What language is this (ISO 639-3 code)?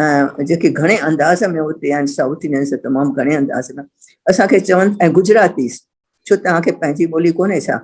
snd